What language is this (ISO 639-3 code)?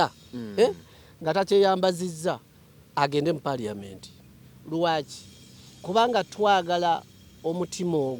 lug